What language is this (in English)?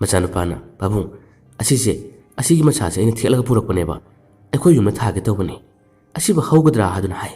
Manipuri